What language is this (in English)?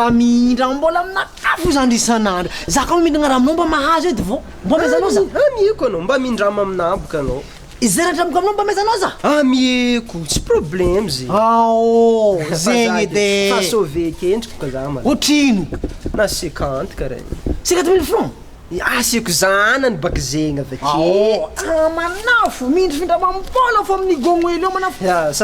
Malagasy